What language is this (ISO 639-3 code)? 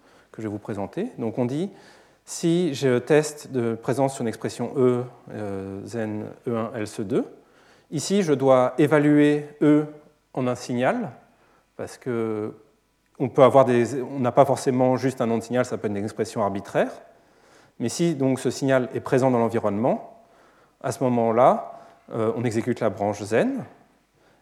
fra